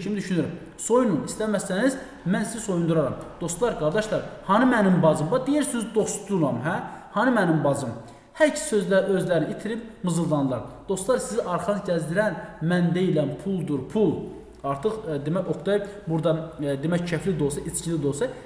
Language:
Azerbaijani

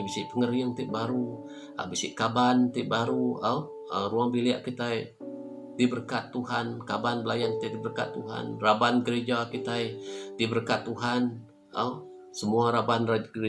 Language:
Iban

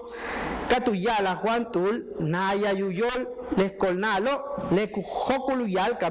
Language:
Yucateco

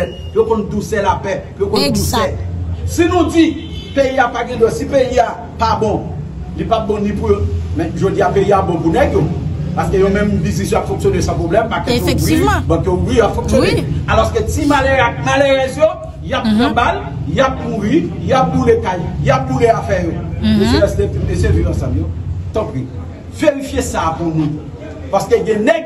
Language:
Haitian Creole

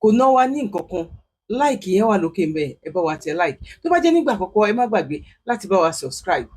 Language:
Yoruba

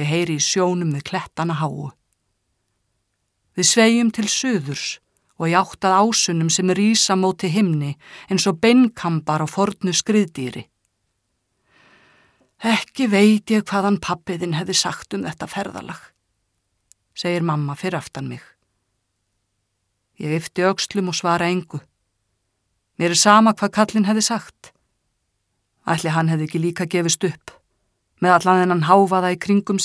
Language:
Icelandic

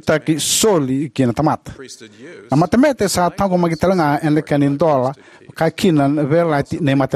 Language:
Fijian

